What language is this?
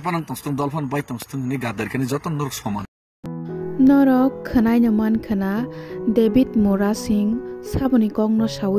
Kok Borok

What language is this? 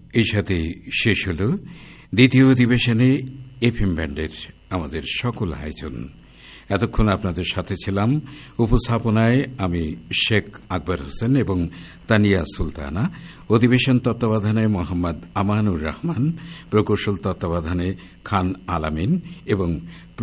Bangla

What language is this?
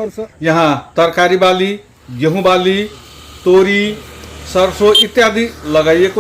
Maithili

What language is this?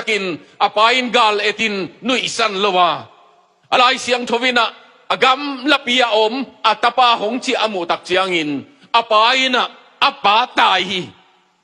Tedim Chin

